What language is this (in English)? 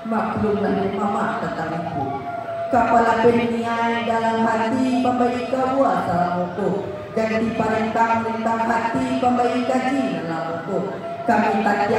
Minangkabau